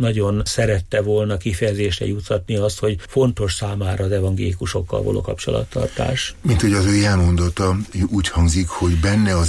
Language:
Hungarian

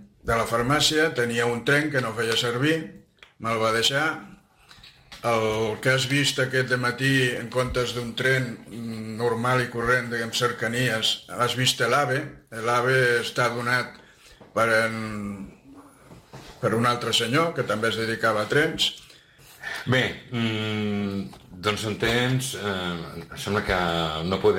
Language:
Catalan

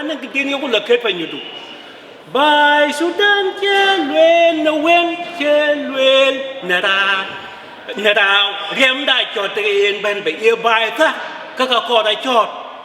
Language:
Dinka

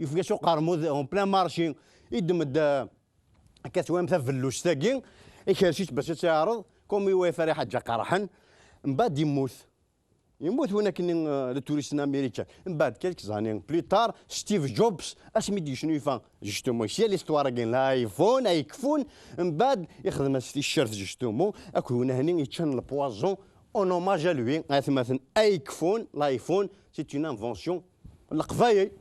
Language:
Kabyle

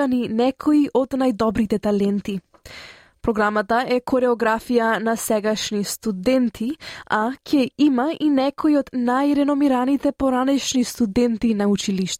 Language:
Macedonian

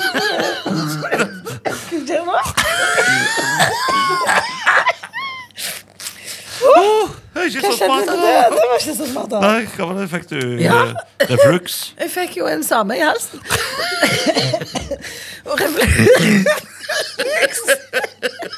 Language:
Norwegian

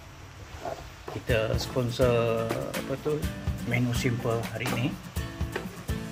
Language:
Malay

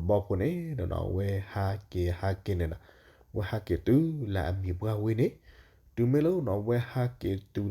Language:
S'gaw Karen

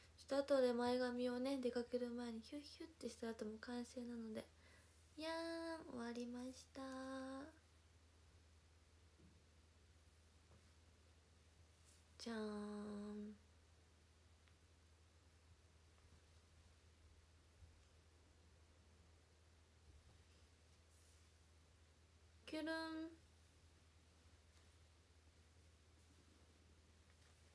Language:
Japanese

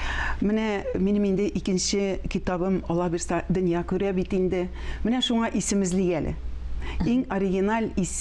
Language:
Tatar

